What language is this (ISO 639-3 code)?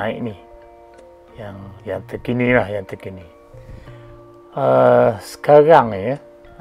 msa